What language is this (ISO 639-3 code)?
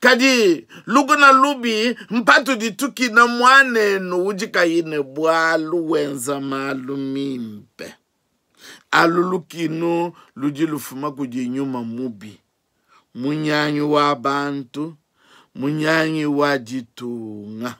lua